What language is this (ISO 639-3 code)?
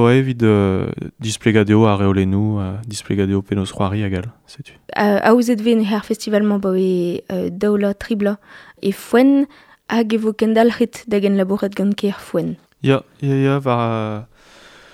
bre